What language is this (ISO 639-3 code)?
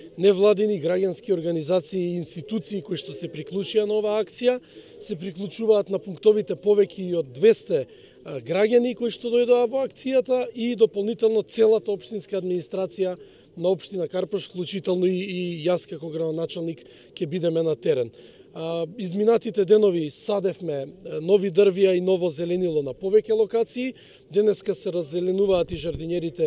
mkd